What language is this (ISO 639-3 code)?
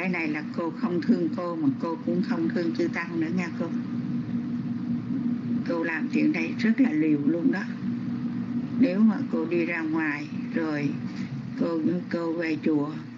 vie